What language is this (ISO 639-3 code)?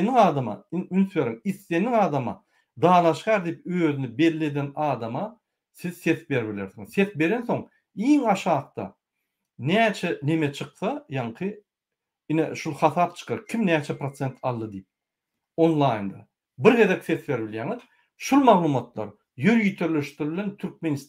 tuk